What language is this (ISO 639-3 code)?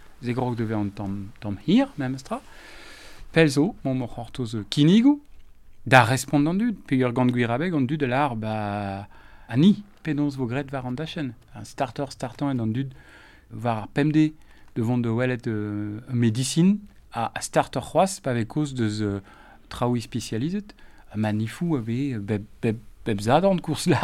bre